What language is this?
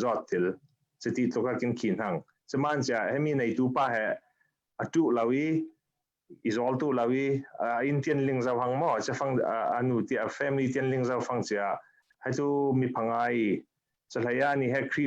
Falam Chin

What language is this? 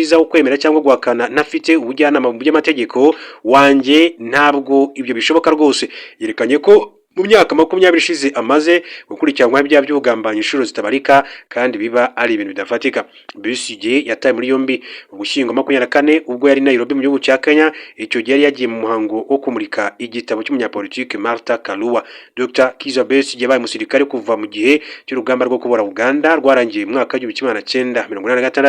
Kinyarwanda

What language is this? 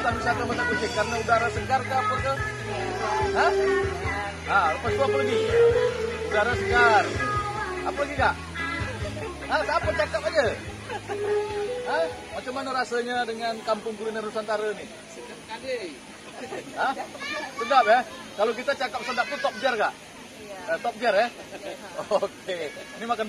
Malay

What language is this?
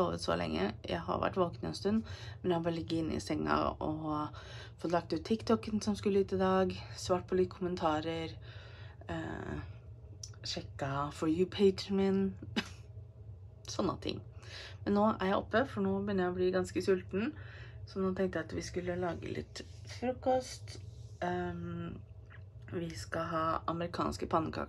Norwegian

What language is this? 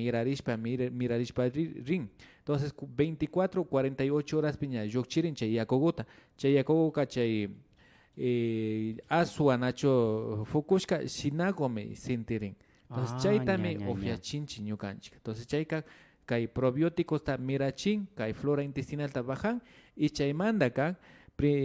Imbabura Highland Quichua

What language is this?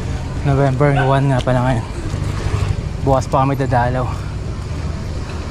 Filipino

